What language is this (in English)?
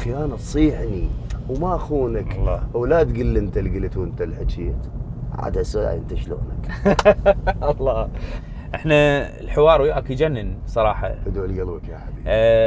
Mesopotamian Arabic